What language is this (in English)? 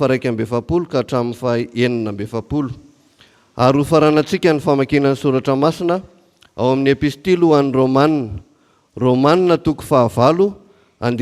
Malagasy